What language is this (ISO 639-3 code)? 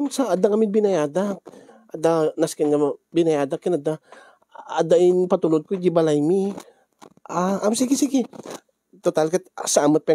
ilo